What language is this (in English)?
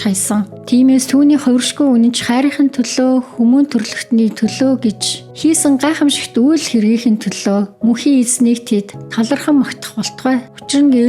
Mongolian